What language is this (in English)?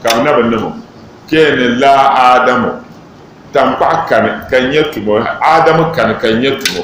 Dagbani